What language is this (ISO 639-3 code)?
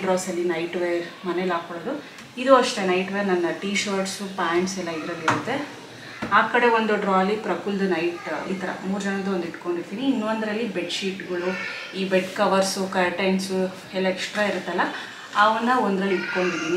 kan